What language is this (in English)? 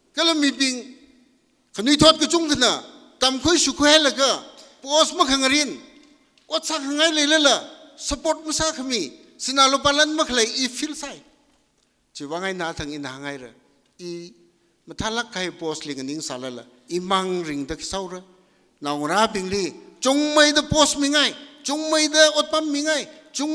Tangkhul Naga (India)